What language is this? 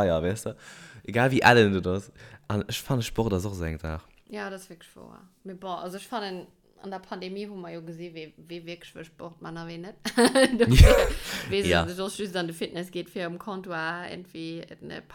Luxembourgish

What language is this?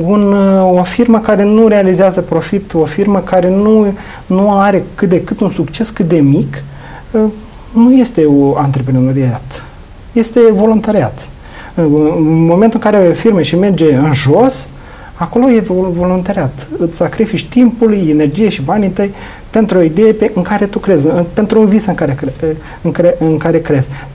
Romanian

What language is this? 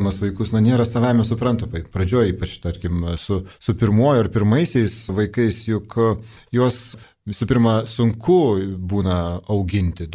Lithuanian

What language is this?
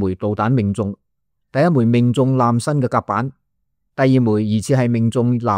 Cantonese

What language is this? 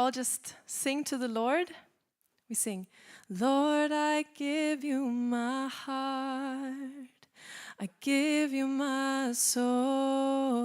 English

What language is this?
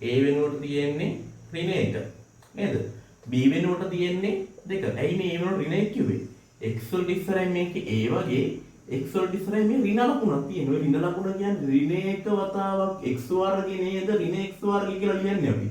Sinhala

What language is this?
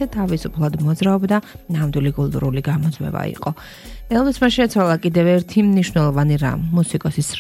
Georgian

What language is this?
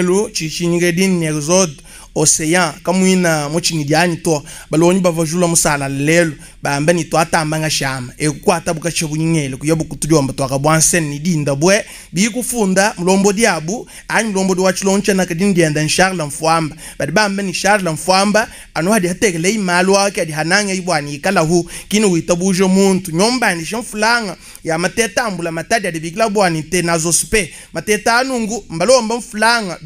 Luba-Lulua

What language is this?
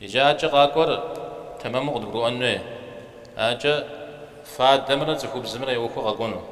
Kabardian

